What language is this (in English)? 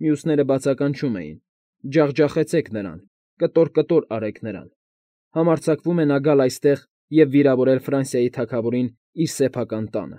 Armenian